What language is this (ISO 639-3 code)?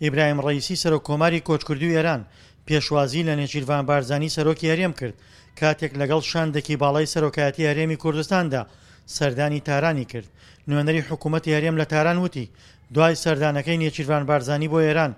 ckb